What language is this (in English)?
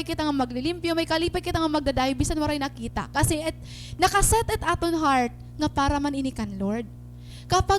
Waray